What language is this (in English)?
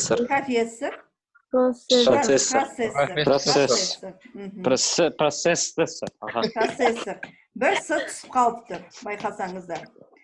Kazakh